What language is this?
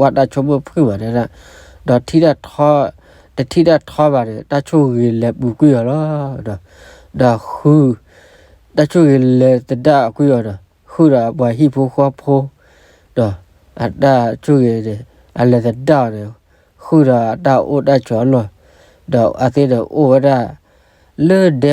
S'gaw Karen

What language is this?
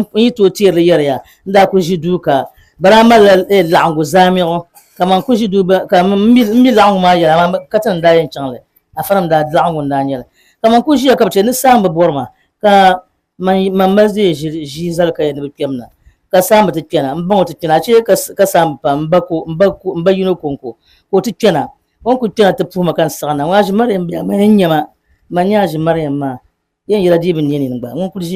Dagbani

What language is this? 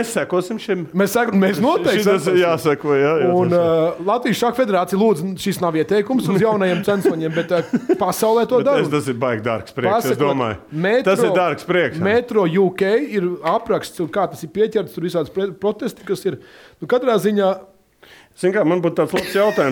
Latvian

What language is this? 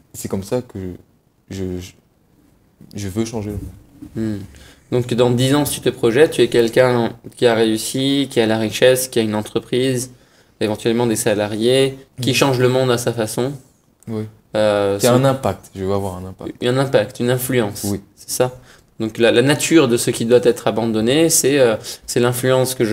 French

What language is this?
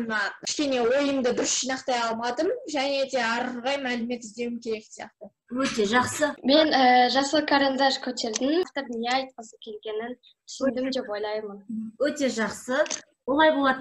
Kazakh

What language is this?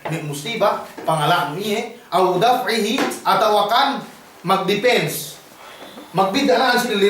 Yakan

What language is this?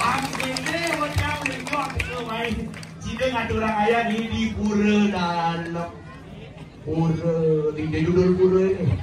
Balinese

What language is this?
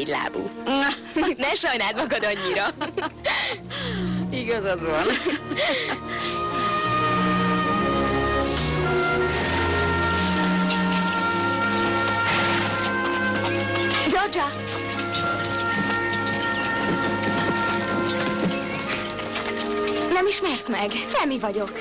Hungarian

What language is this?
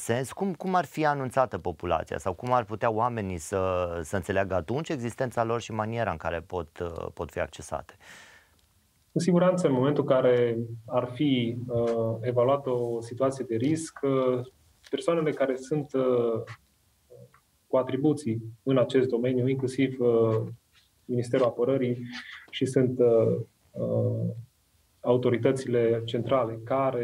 Romanian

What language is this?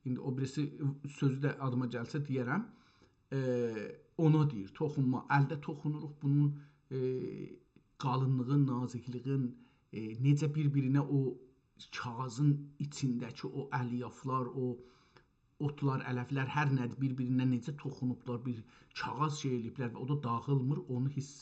South Azerbaijani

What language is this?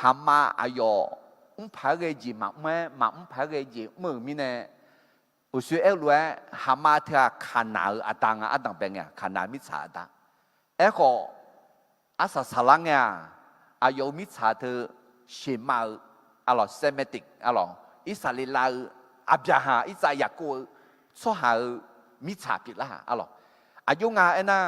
Akha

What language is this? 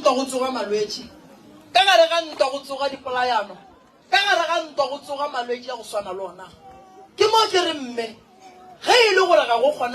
Northern Sotho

